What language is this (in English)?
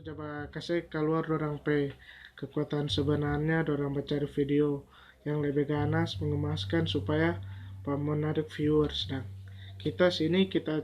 Manado Malay